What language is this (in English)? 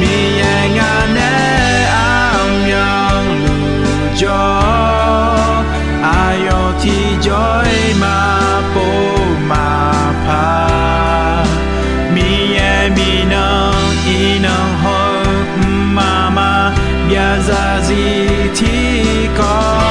Akha